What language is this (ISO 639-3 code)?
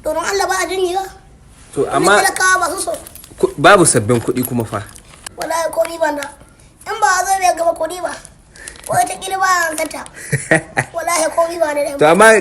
hau